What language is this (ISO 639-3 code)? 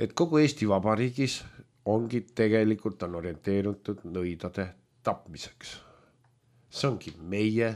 est